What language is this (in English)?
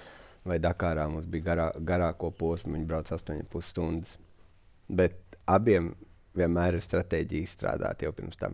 Latvian